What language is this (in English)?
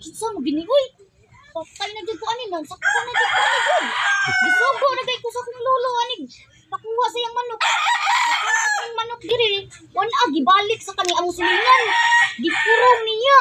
Cebuano